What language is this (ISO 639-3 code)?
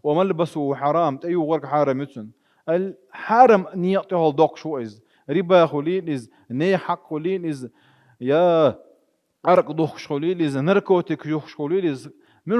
che